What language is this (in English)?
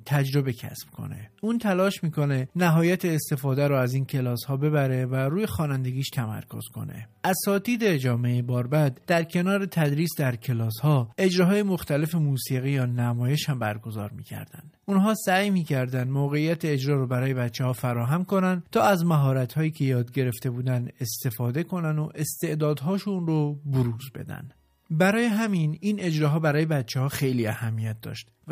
Persian